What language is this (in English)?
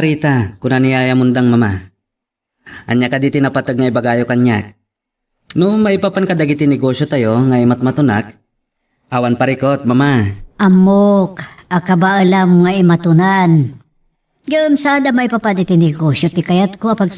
Iloko